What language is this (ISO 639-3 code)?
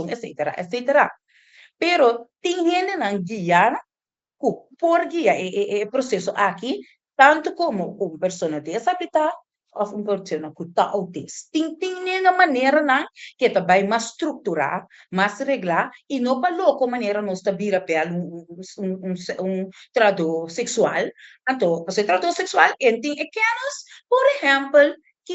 pap